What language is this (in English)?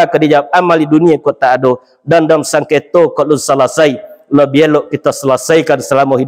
Minangkabau